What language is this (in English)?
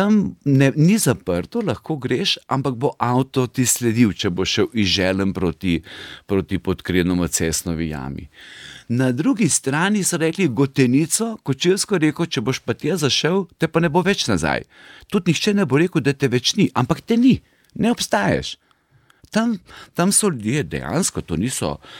Slovenian